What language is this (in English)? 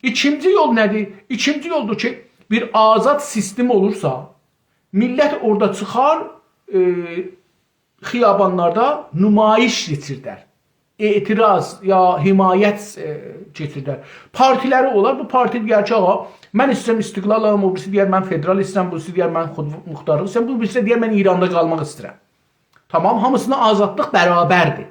South Azerbaijani